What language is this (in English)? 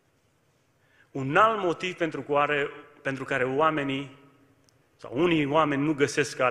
Romanian